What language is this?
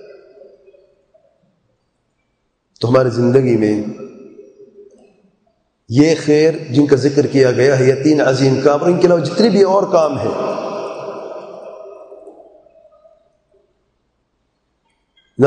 Urdu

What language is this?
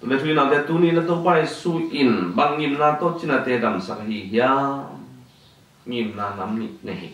Tedim Chin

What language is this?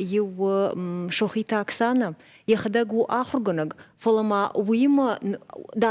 Ossetic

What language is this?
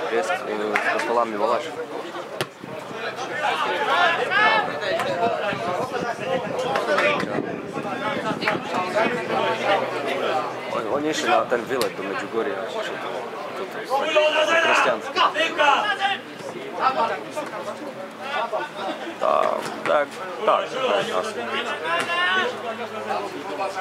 Slovak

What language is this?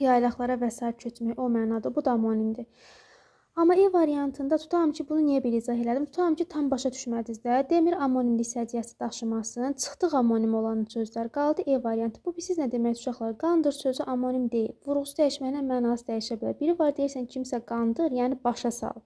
Azerbaijani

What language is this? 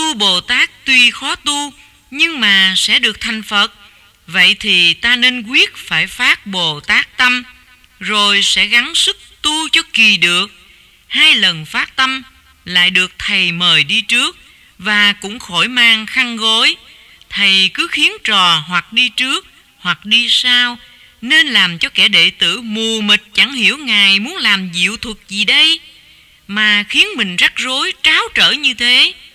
Vietnamese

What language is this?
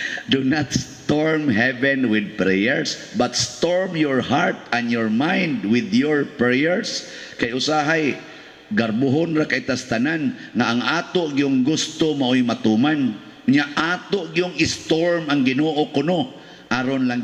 Cebuano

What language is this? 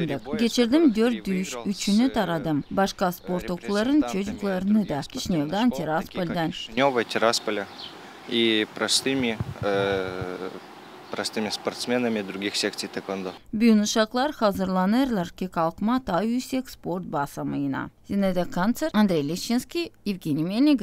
Gagauz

